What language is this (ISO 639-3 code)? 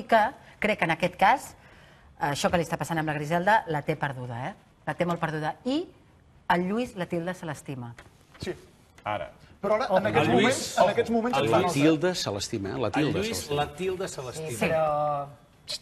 cat